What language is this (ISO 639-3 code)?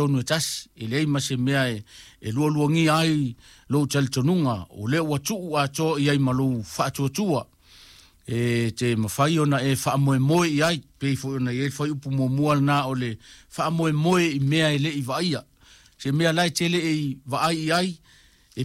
smo